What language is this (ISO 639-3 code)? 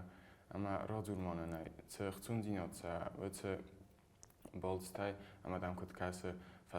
oss